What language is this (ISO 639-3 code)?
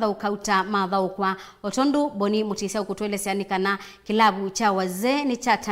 kam